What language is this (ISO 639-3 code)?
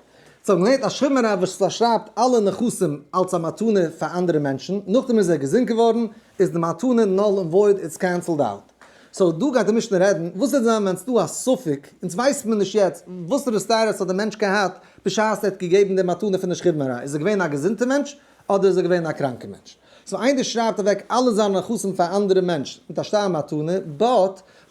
yid